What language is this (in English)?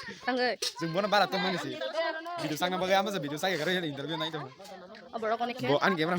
Kok Borok